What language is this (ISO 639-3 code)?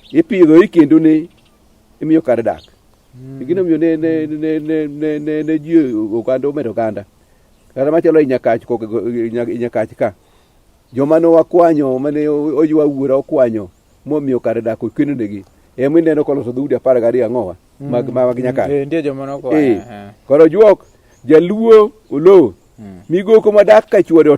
luo